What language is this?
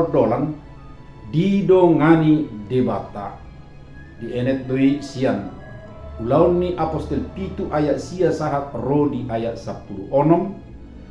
Batak Toba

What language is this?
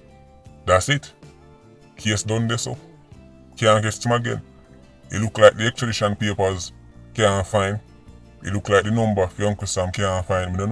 Jamaican Creole English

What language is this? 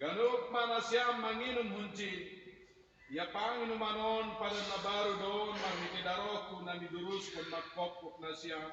Batak Simalungun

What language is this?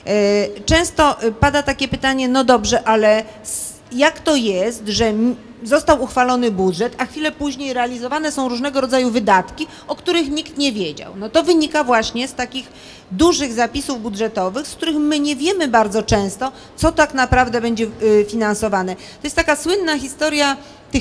Polish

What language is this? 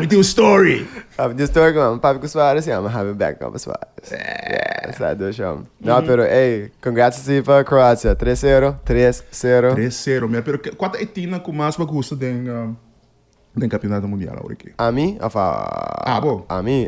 Papiamento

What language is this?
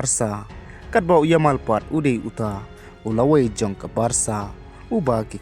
Khasi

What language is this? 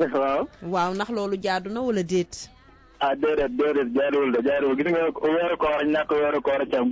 Wolof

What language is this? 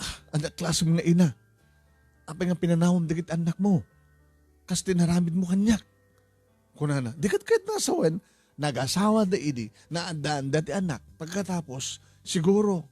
Iloko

